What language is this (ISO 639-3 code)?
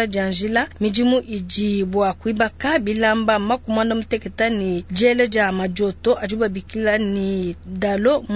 lua